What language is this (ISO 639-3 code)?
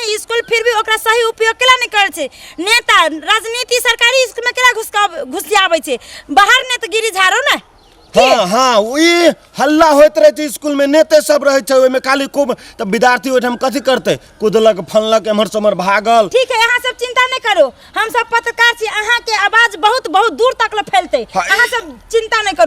mai